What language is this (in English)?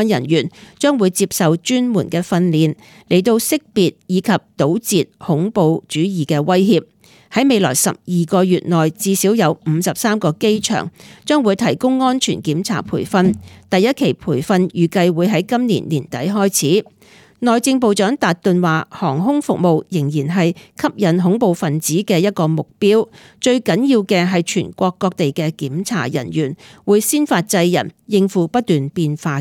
Cantonese